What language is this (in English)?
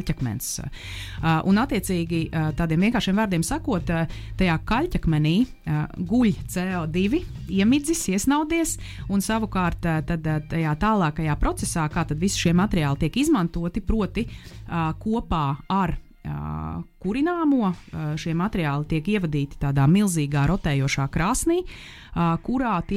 Latvian